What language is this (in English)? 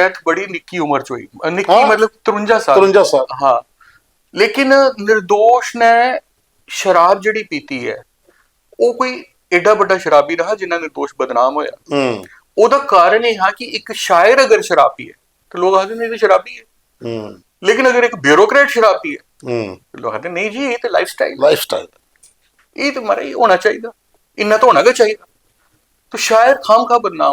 Dogri